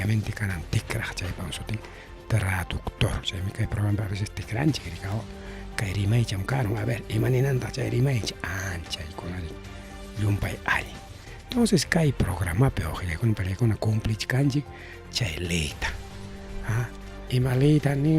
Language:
Ayacucho Quechua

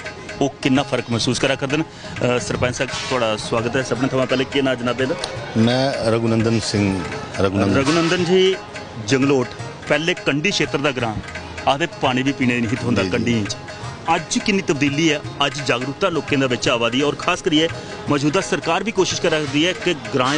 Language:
Dogri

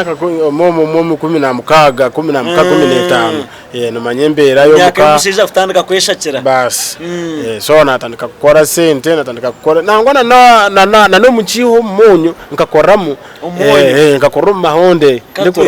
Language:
Nyankole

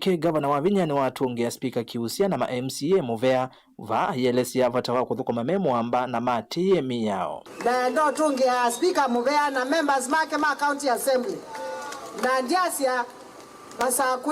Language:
Kamba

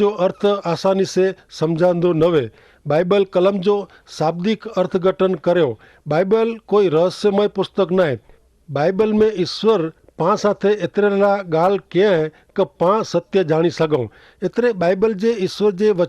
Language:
Kachhi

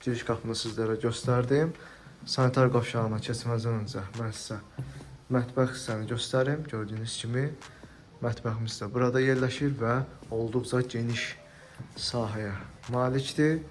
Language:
Azerbaijani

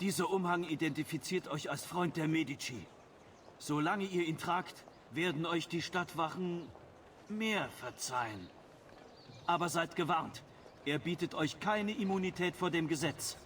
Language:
Bavarian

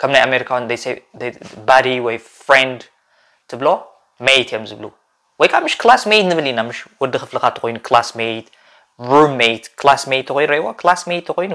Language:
Tigrinya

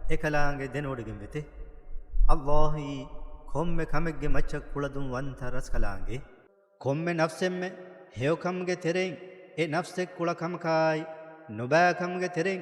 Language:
Divehi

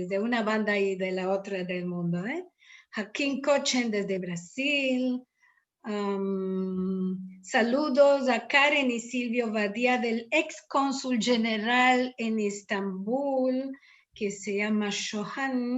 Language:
Ladino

